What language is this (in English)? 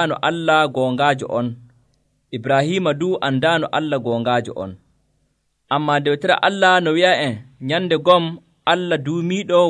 Nigerian Fulfulde